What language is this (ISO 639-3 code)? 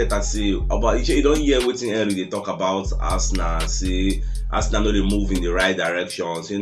pcm